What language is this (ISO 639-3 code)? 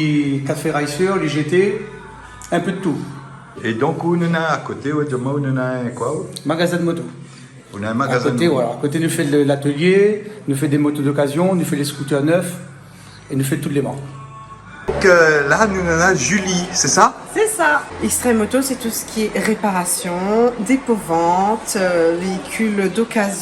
rcf